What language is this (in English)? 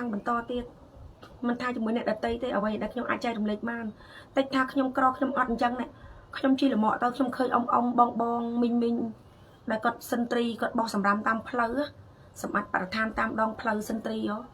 Khmer